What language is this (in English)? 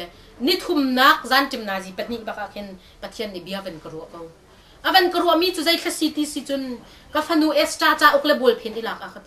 Hakha Chin